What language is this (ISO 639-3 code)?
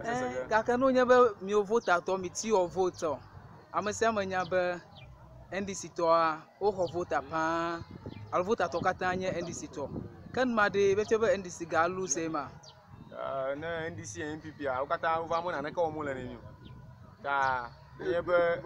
ewe